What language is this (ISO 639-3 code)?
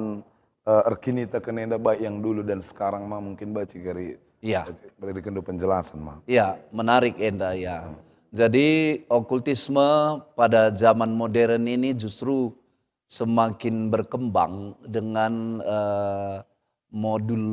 btx